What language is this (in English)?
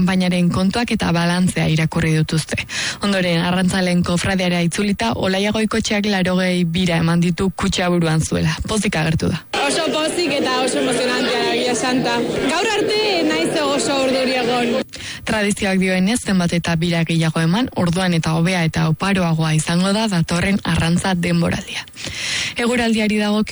Basque